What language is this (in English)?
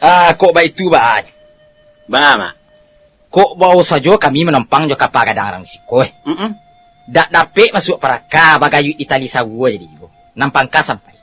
Minangkabau